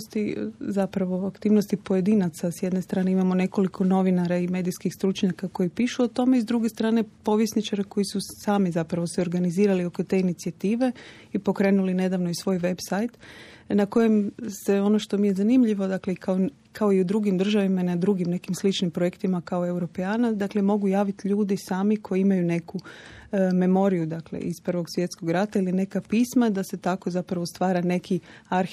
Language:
Croatian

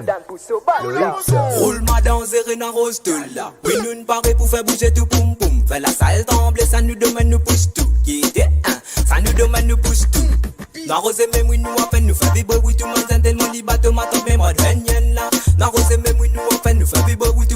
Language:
Morisyen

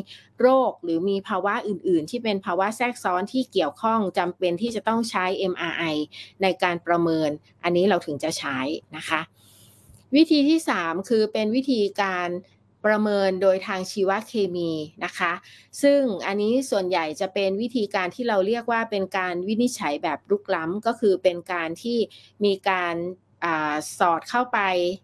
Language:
Thai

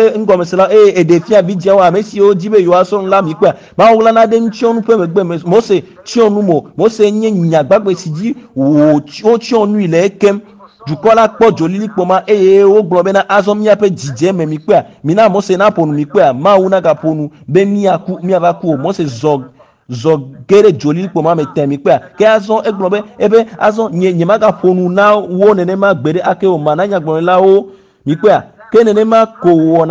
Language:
Ewe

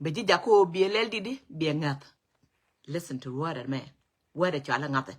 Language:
Nuer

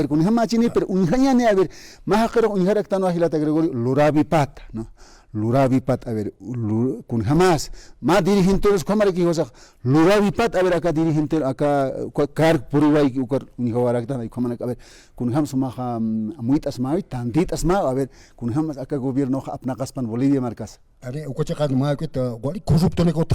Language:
Aymara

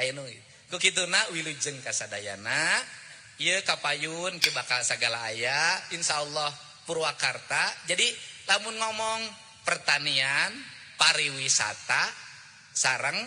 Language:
Sundanese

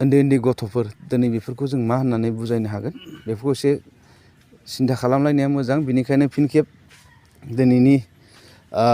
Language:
Bodo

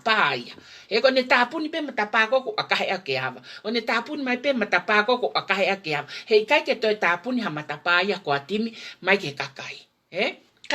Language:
Tongan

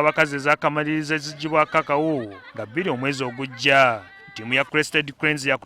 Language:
Ganda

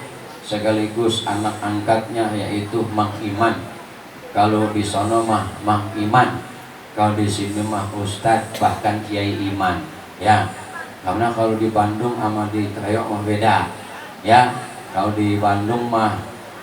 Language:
Betawi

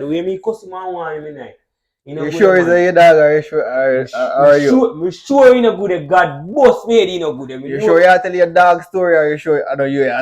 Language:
Jamaican Creole English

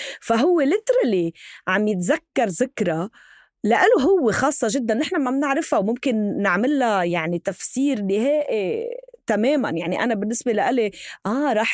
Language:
North Levantine Arabic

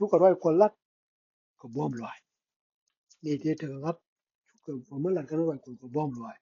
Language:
Nuer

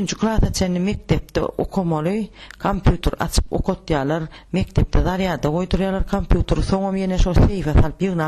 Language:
Turkmen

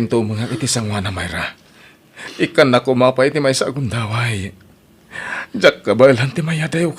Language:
Iloko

